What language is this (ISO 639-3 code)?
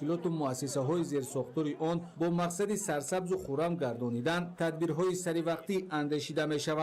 tgk